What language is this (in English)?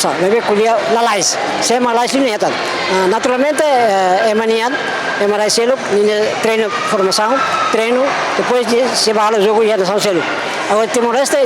Tetum